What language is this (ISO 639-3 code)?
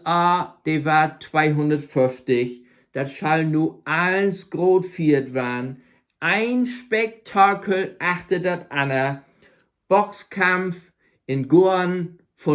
nds